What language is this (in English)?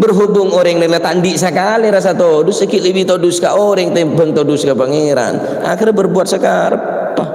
Madurese